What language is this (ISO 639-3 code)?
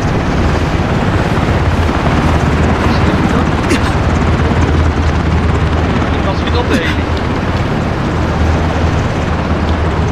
nld